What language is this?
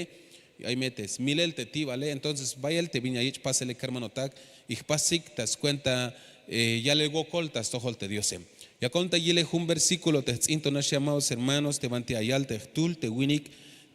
Tzeltal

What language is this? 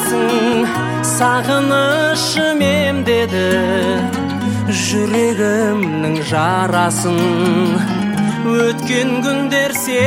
Kazakh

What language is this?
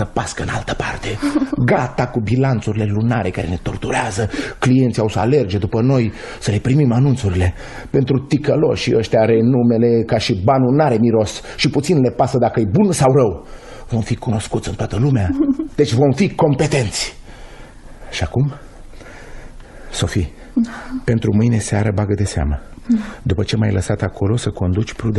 Romanian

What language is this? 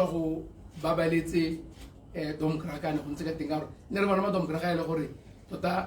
Tswana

